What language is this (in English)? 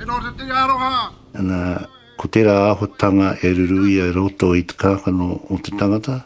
Māori